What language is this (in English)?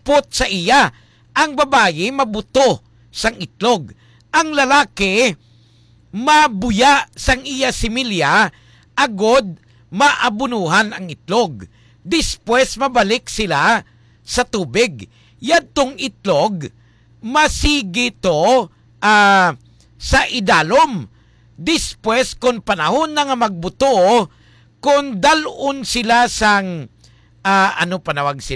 Hiligaynon